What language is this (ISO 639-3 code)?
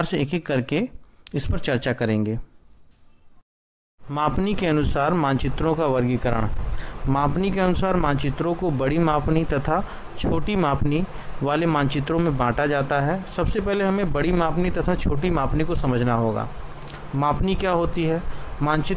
hin